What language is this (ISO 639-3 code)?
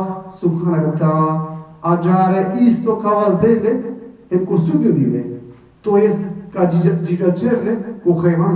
rmn